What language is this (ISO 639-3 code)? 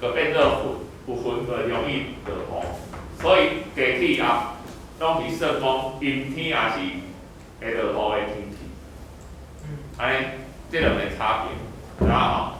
nan